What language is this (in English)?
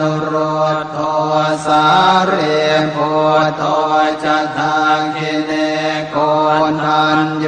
Pali